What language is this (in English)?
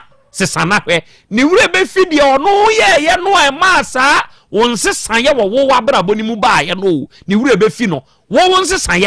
Akan